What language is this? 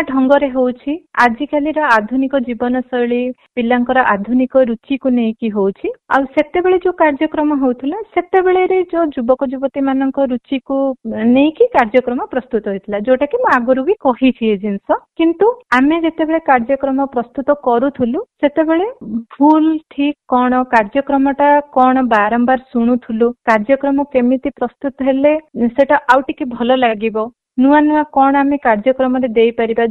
Odia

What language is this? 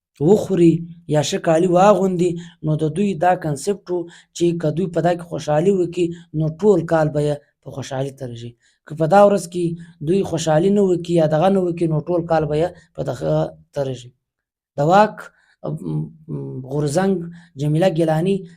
Pashto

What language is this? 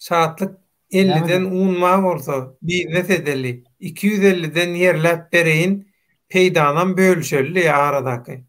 Turkmen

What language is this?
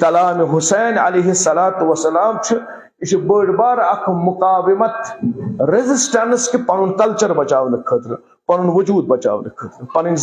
Kashmiri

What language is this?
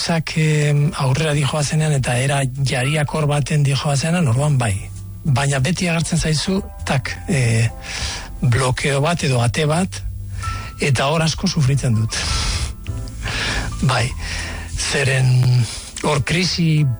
Basque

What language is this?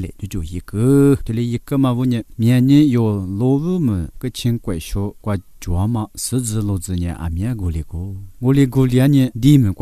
Lisu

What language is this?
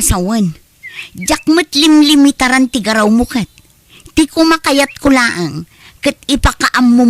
Iloko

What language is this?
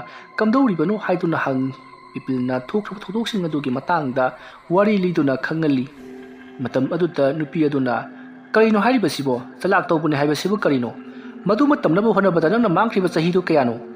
Manipuri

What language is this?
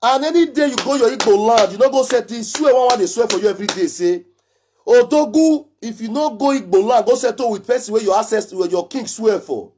Nigerian Pidgin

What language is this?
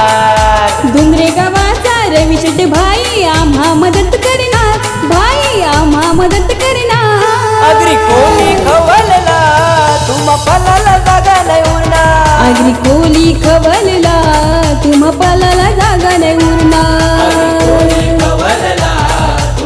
Marathi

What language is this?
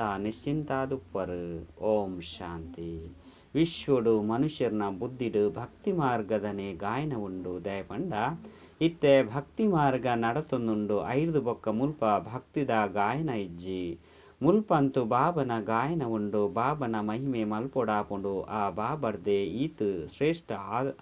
Tulu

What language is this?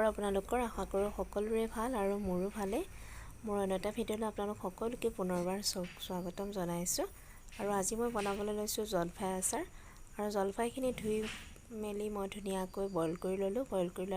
Assamese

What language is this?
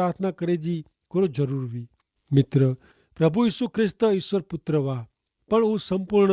Kachhi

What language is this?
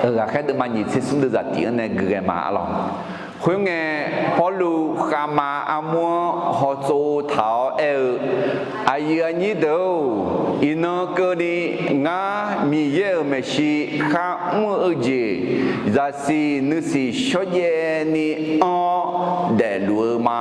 Akha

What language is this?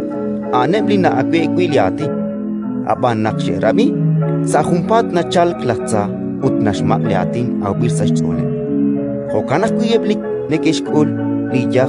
Kekchí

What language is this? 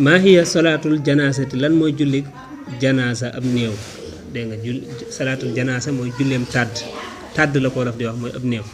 Wolof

